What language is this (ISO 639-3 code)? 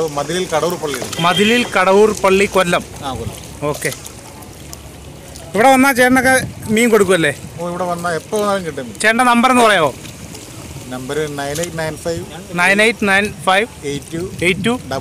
mal